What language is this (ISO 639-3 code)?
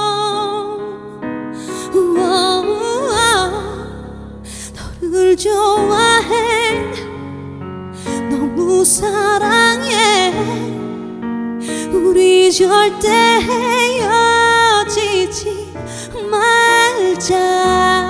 kor